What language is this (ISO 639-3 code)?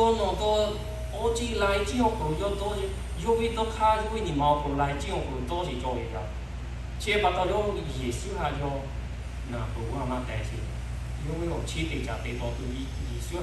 lhu